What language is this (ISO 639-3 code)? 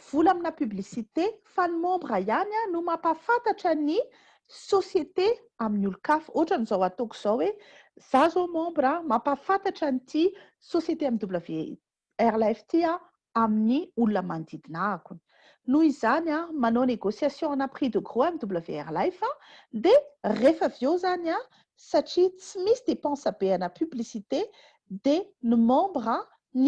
mlg